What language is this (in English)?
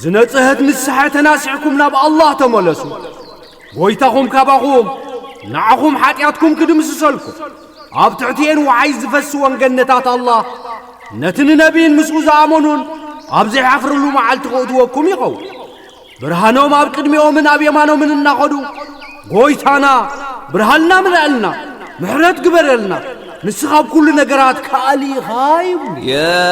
Tigrinya